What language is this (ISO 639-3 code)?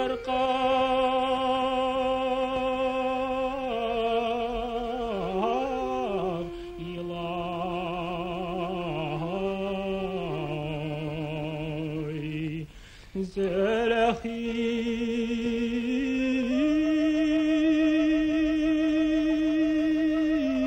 bak